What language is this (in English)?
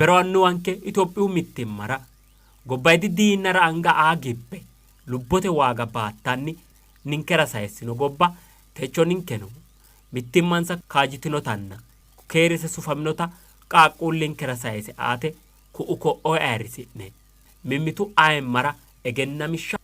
Sidamo